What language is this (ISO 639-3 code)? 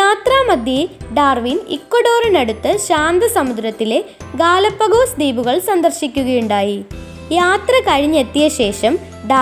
mal